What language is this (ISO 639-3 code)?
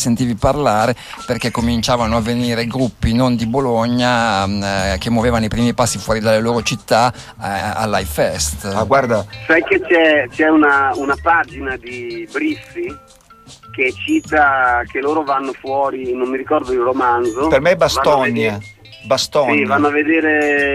ita